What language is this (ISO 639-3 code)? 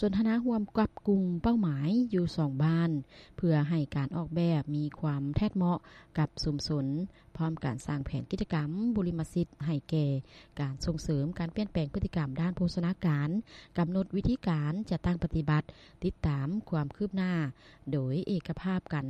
lao